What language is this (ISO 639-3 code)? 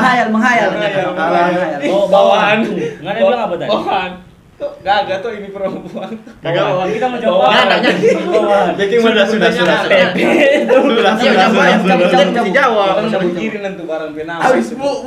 xmm